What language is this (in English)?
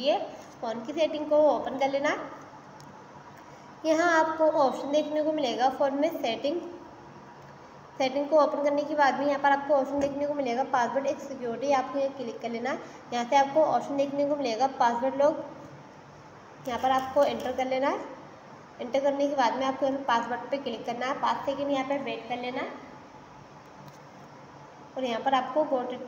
Hindi